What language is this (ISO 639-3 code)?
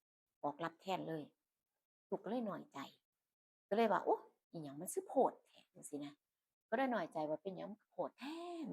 tts